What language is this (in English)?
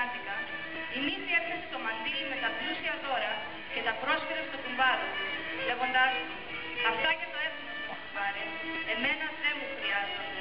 Greek